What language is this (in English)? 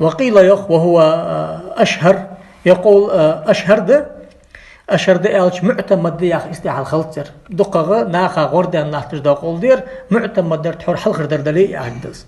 Ingush